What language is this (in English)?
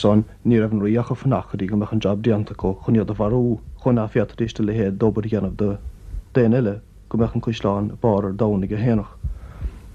Irish